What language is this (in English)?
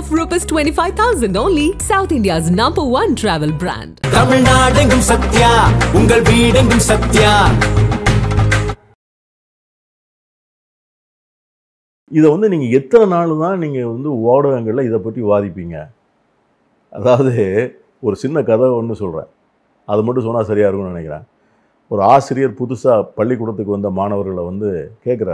Tamil